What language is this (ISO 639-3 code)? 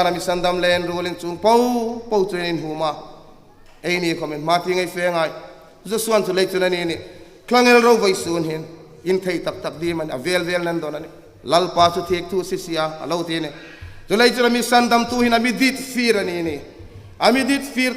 hmr